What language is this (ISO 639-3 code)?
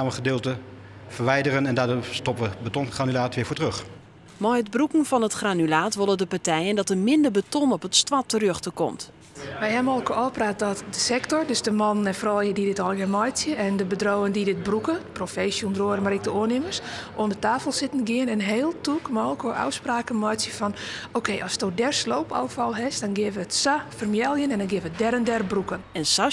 fry